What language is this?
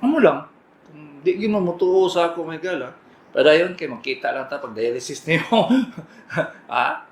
Cebuano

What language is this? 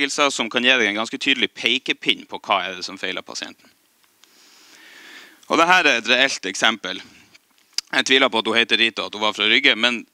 Norwegian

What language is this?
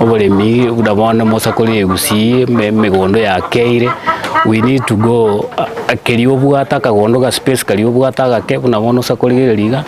Gusii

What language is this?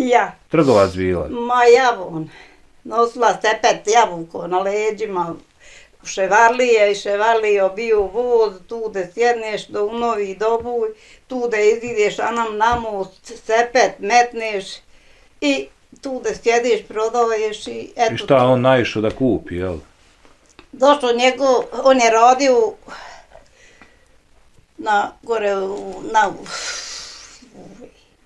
Bosnian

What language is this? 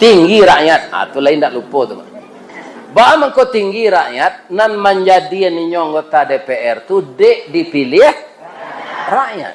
Minangkabau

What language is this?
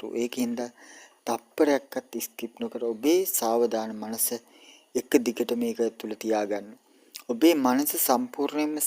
Sinhala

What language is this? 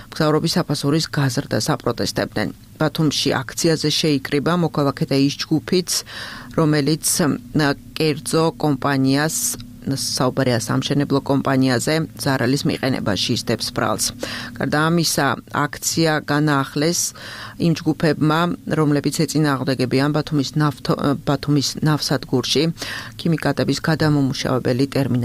Georgian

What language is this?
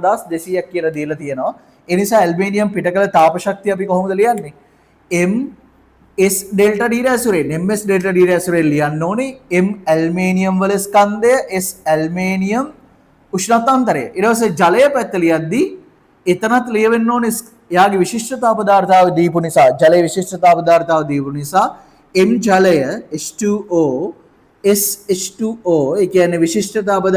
Sinhala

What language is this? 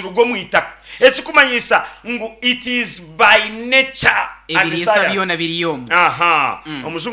Nyankole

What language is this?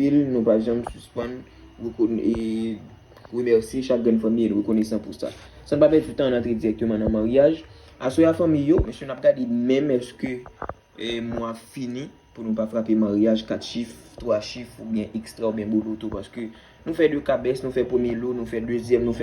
Haitian Creole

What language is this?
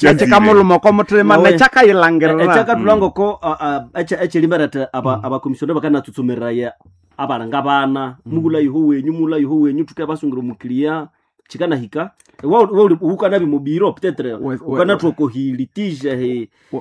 Nande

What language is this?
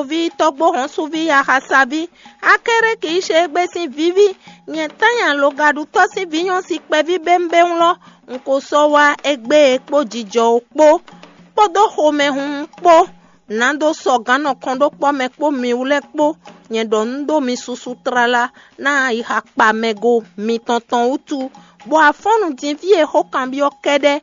Fon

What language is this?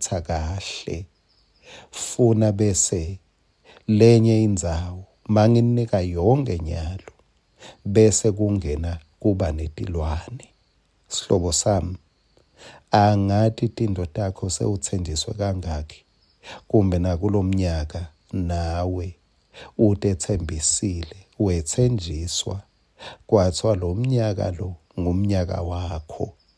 Swati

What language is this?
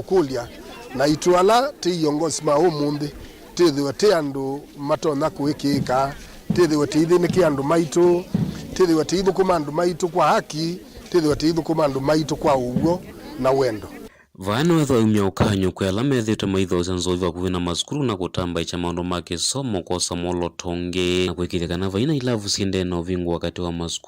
Kamba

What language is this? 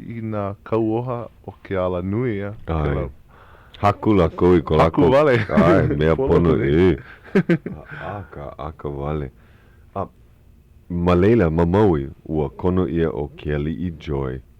Hawaiian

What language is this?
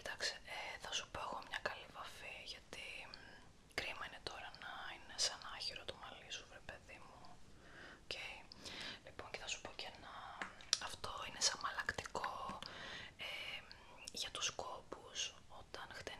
Greek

